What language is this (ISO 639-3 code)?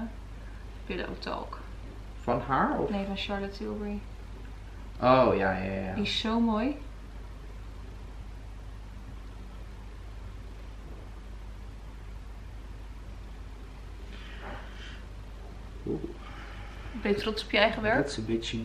nld